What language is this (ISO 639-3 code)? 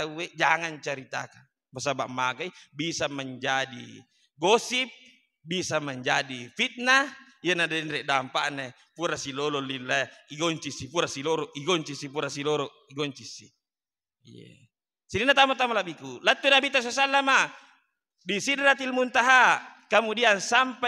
bug